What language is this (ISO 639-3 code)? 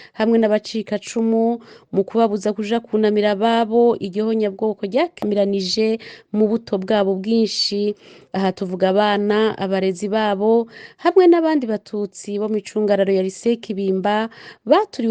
run